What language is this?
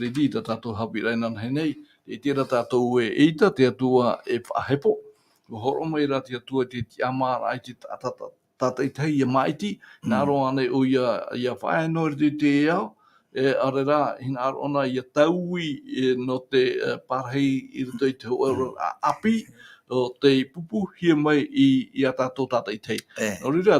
Tahitian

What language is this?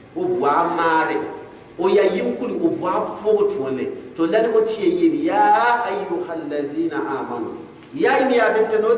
Gourmanchéma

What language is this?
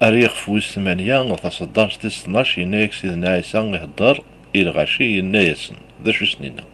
Kabyle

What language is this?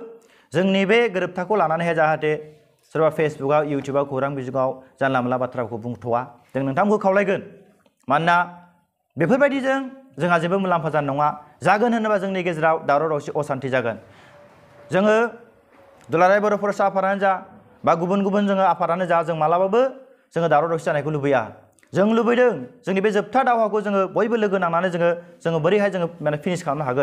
Bodo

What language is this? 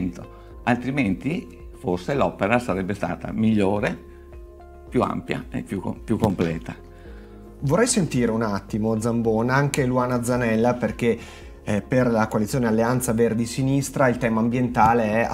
Italian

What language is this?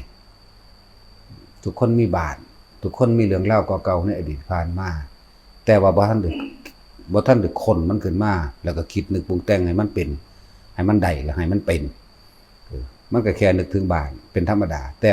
Northeastern Thai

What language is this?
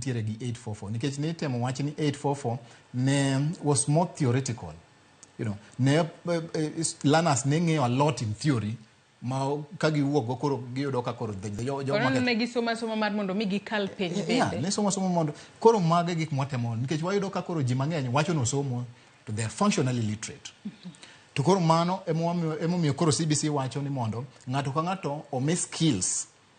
Luo (Kenya and Tanzania)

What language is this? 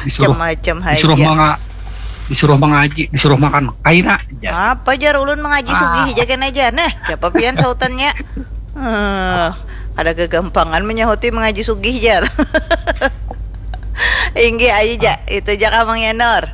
Banjar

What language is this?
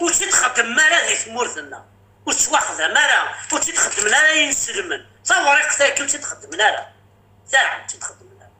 Kabyle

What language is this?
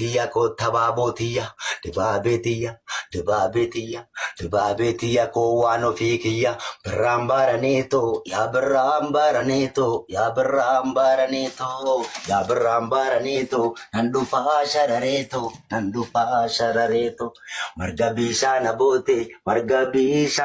Oromo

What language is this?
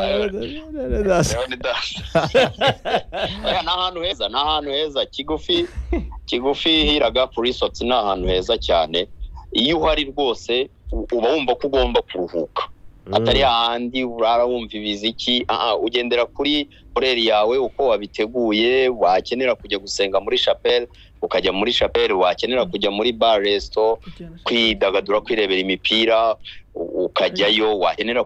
Kinyarwanda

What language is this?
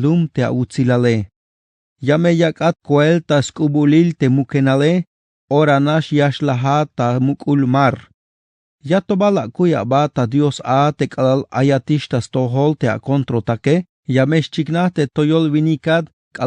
Tzeltal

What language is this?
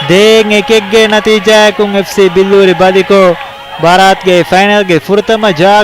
Divehi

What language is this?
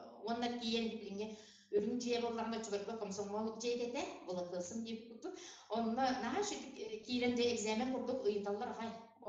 Yakut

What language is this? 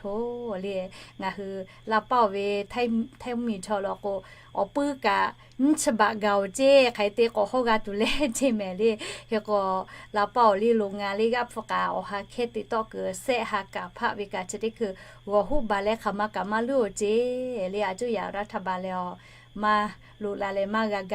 Lahu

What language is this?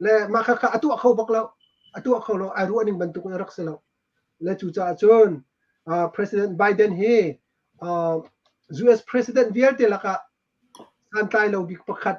Hakha Chin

